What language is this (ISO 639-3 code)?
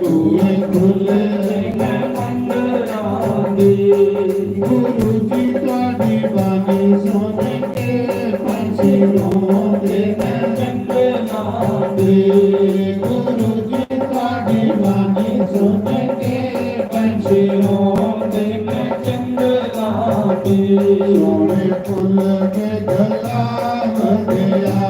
doi